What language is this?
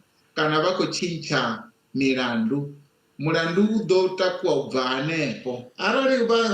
Venda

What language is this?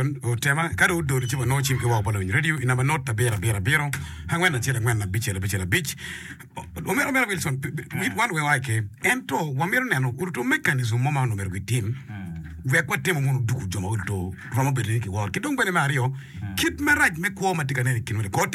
Acoli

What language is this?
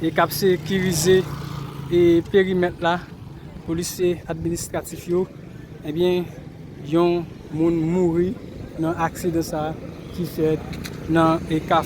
Haitian Creole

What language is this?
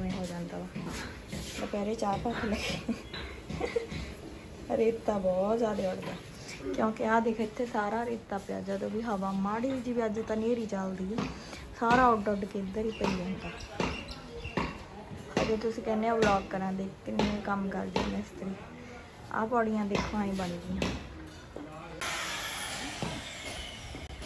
Punjabi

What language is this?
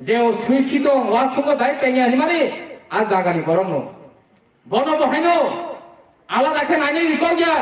Kok Borok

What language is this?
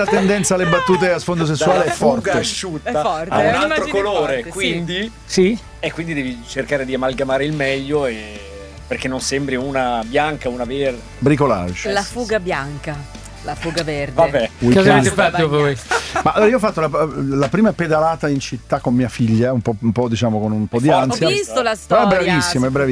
Italian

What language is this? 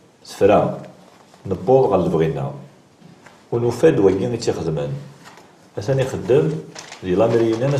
Kabyle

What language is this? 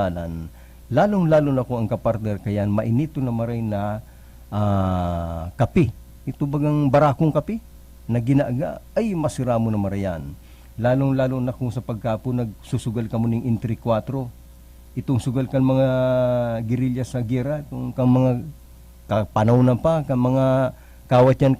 Bikol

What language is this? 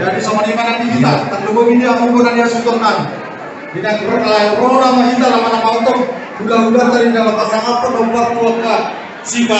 Batak Toba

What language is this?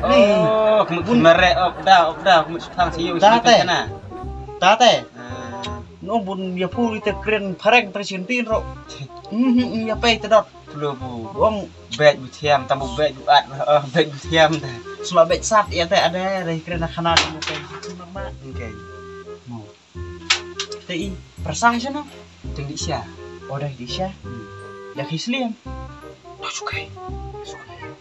Khasi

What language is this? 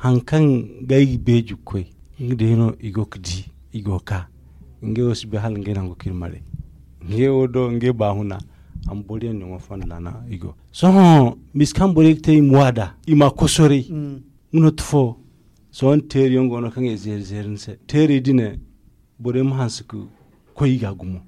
Zarma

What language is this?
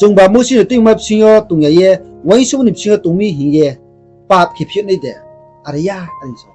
Riang (India)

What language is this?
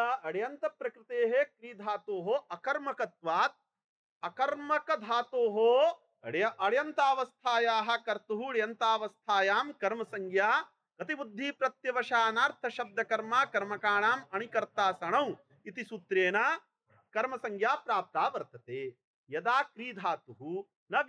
Sanskrit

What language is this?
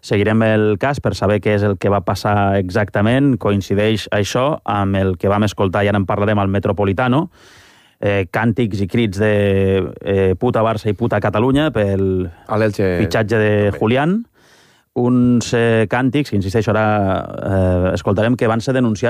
Catalan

